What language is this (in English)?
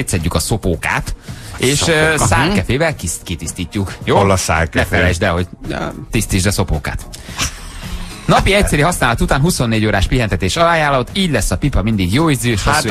Hungarian